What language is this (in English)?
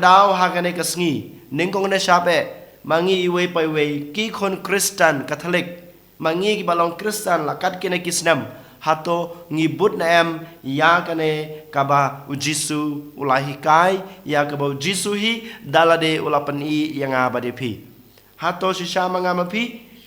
Khasi